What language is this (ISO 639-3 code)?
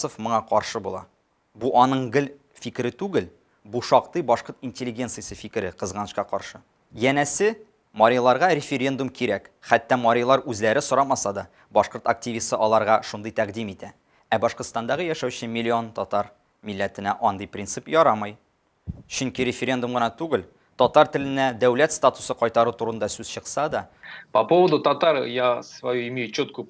tat